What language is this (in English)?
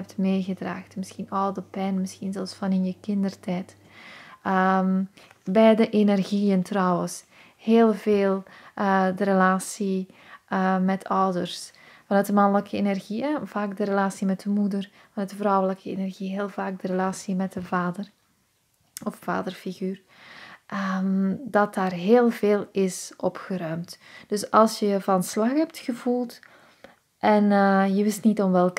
Dutch